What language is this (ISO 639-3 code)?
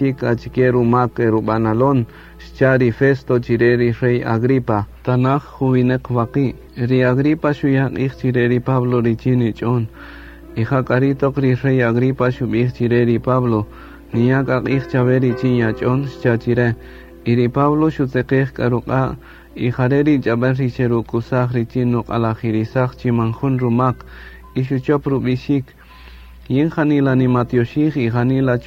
cak